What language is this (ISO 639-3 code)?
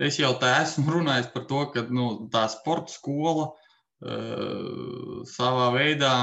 lav